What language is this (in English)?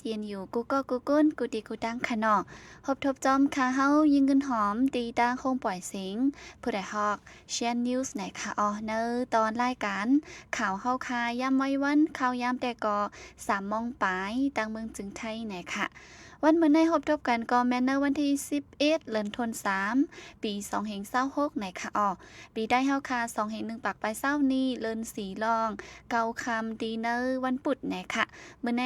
Shan